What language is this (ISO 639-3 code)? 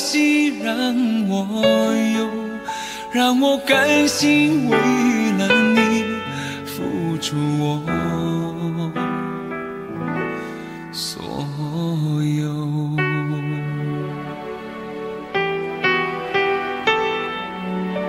zho